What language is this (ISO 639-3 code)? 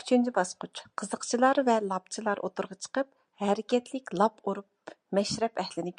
uig